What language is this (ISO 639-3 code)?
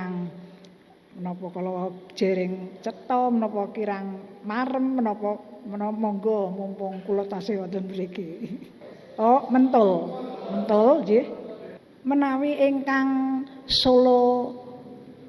jav